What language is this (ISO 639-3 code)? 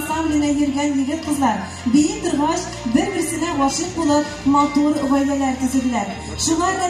tat